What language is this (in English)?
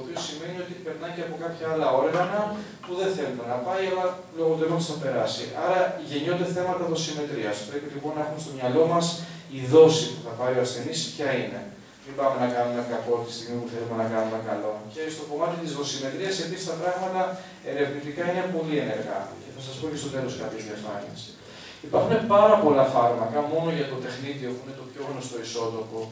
Greek